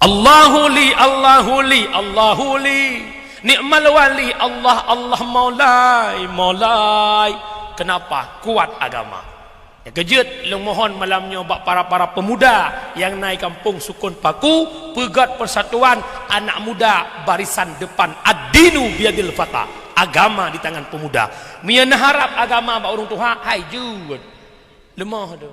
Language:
Achinese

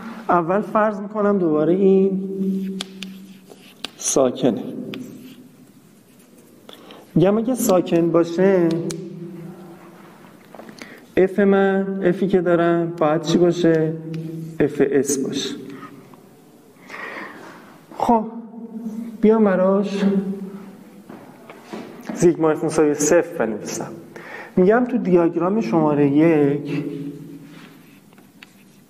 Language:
Persian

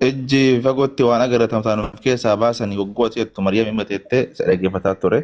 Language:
Oromo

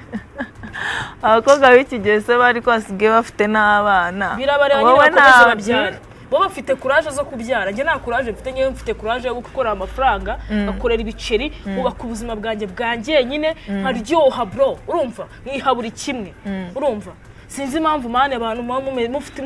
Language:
Kinyarwanda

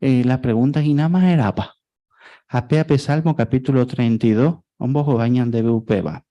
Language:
Guarani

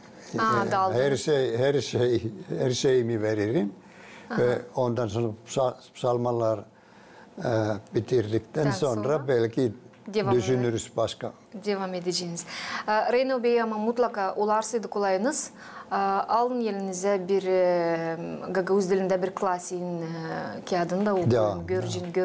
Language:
Gagauz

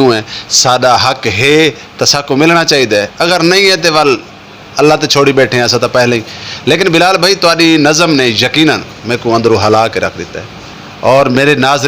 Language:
Saraiki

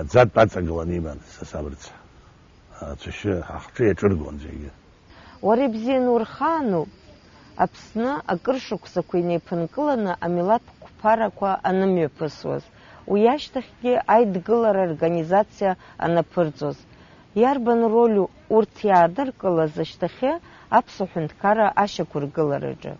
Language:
Abkhazian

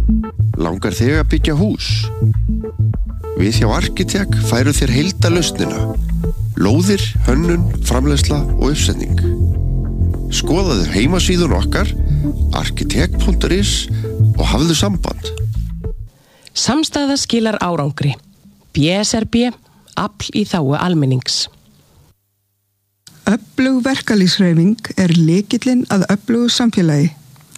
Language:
Icelandic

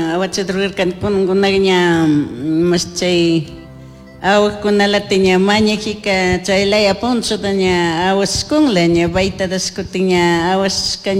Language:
Chimborazo Highland Quichua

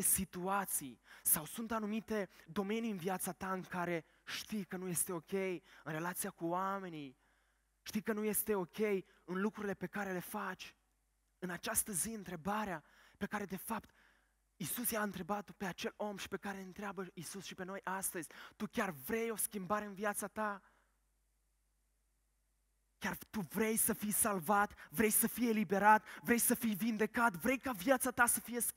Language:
Romanian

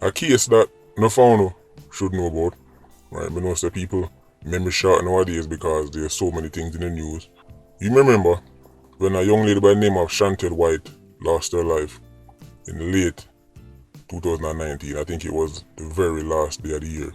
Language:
Jamaican Creole English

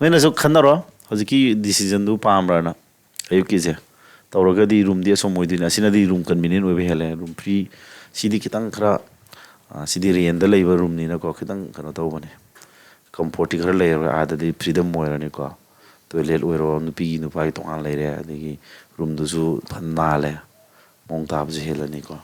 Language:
Manipuri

